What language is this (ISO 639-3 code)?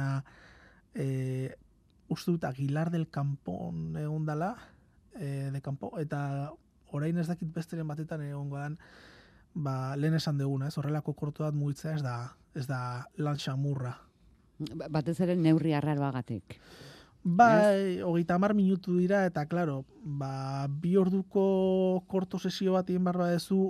eus